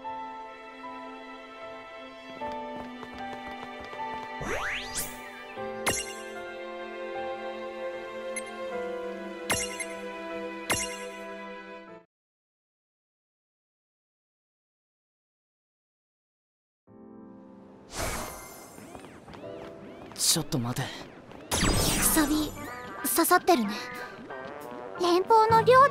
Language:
Japanese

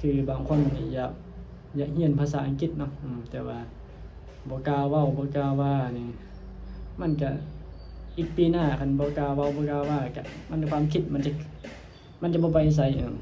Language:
Northeastern Thai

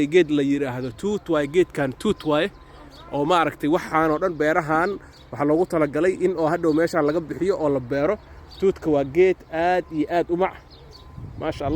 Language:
Somali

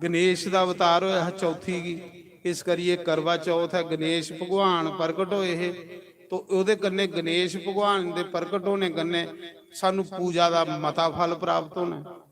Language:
Dogri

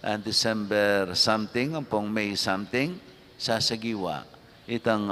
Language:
Pampanga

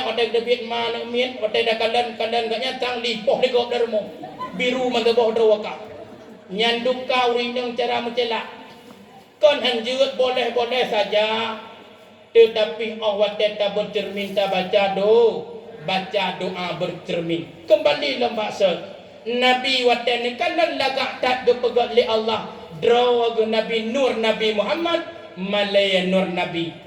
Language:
Achinese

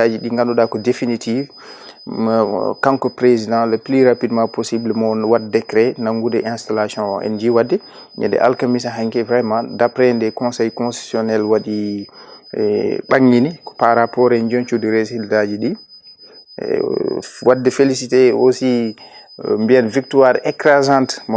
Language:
Fula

